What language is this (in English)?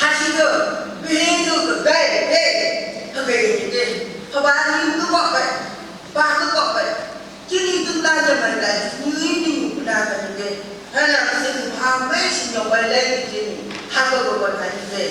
Phom Naga